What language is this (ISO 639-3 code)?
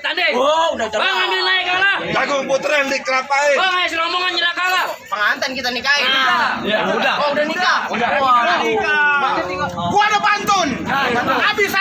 bew